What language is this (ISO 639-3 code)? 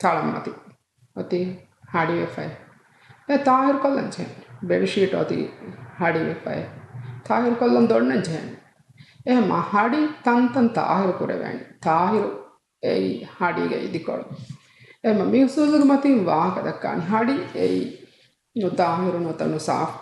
div